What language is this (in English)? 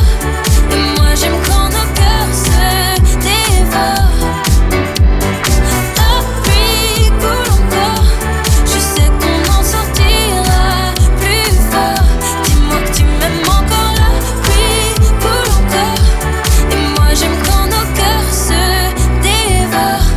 French